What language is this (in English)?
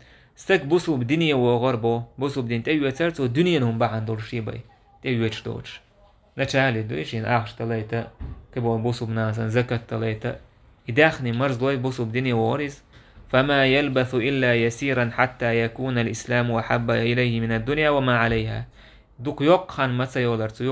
Chechen